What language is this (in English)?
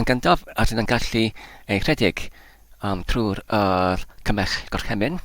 Welsh